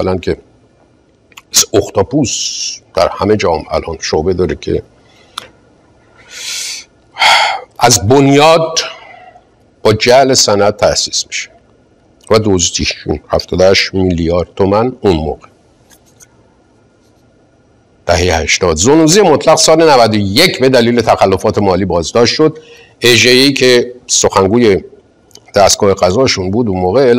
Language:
Persian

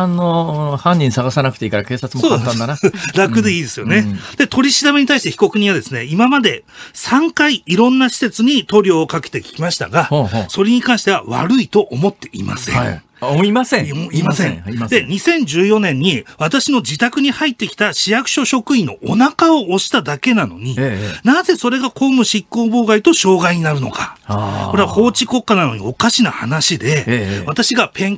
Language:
Japanese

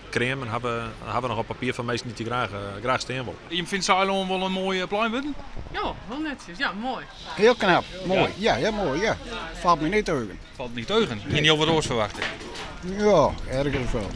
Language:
Western Frisian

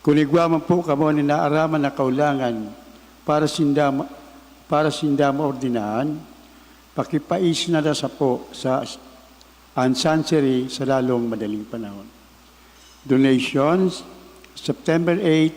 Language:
Bikol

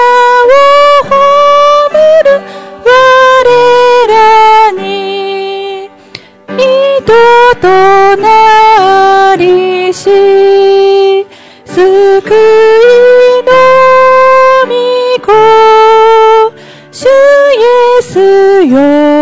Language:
Japanese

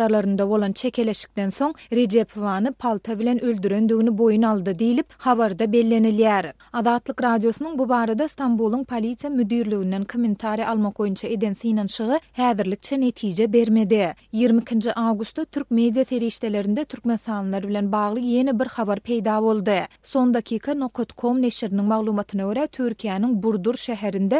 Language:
Turkmen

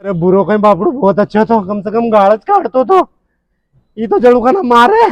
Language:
Rajasthani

